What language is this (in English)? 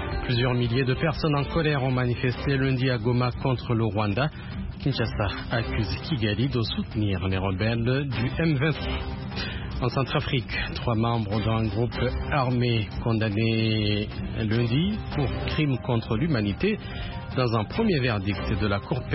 French